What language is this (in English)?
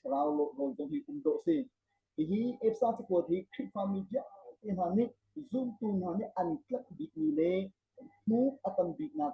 Hakha Chin